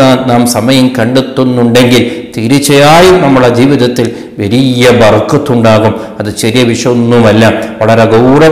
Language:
Malayalam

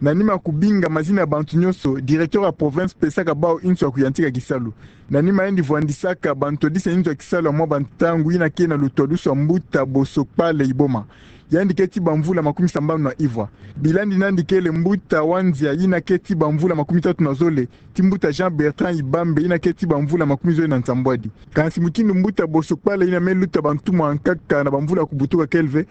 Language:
Kituba (Democratic Republic of Congo)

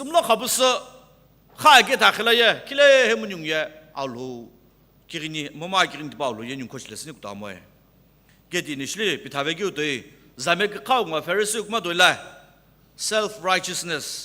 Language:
Sumi Naga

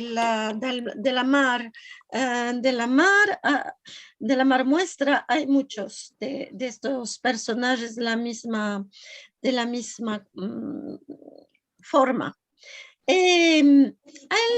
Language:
Ladino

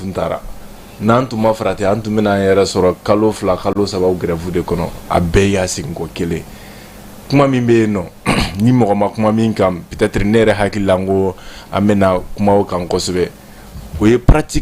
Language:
Bambara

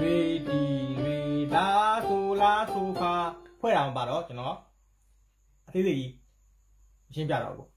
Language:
Burmese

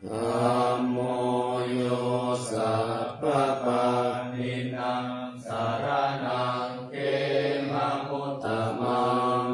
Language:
Pali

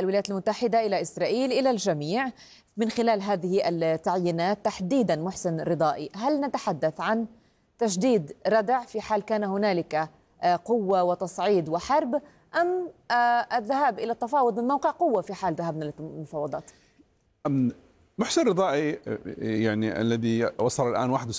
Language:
Arabic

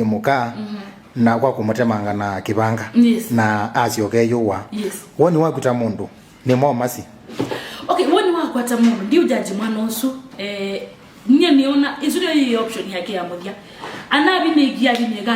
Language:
Kamba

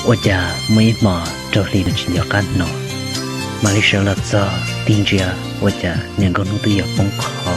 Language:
Hmong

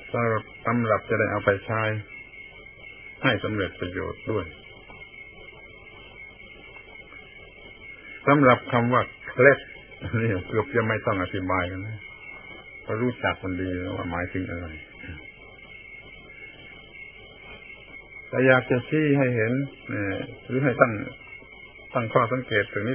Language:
Thai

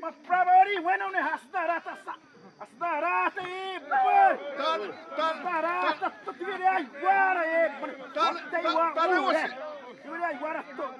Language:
Xavánte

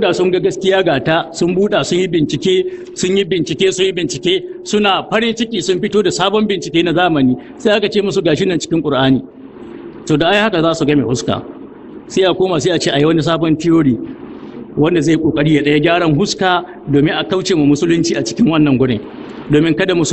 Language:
Hausa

